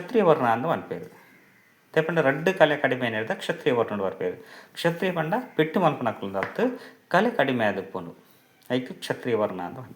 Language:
Tulu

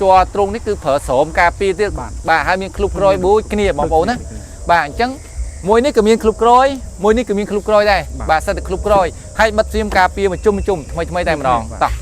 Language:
Khmer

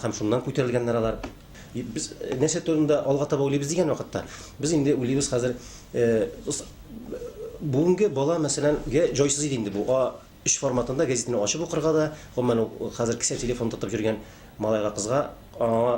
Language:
Tatar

